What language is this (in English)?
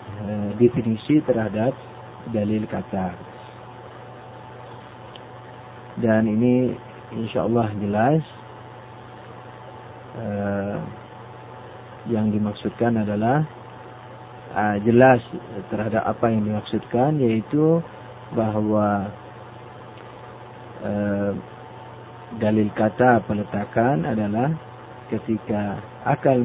Indonesian